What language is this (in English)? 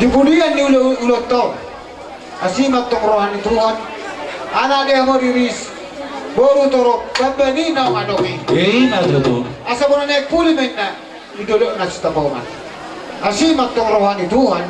Batak Toba